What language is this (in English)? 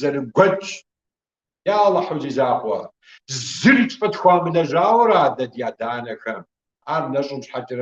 Kabardian